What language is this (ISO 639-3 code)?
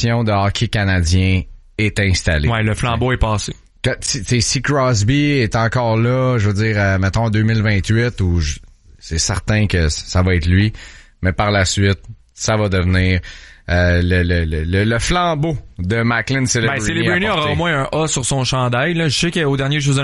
fra